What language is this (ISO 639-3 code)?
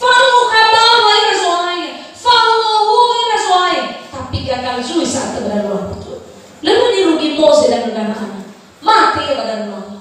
nia